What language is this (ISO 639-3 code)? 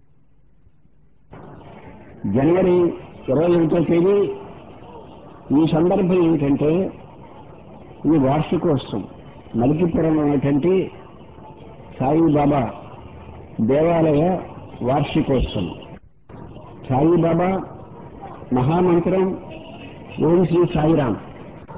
tel